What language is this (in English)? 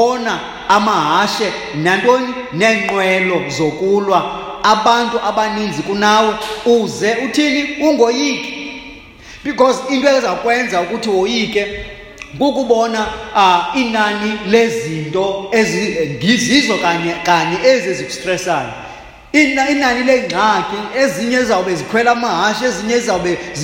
Xhosa